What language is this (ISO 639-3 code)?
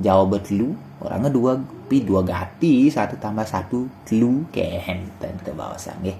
ban